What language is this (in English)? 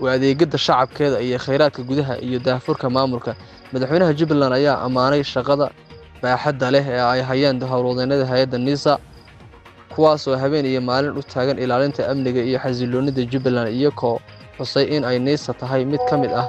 Somali